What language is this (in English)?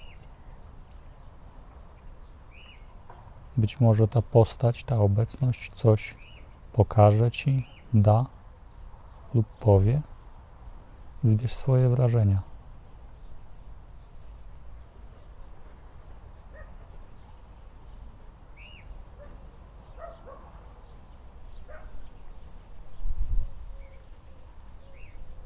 Polish